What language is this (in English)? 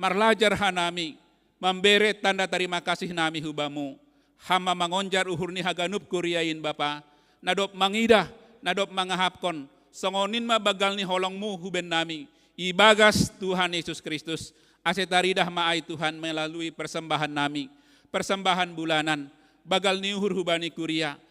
Batak Simalungun